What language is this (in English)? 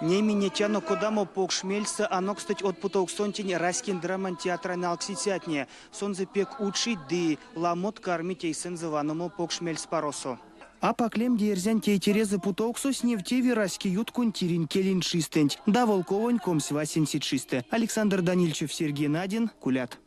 Erzya